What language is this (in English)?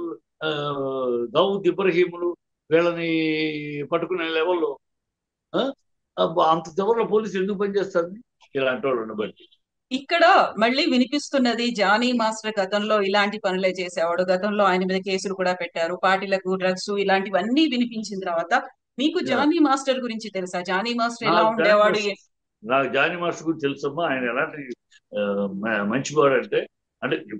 Telugu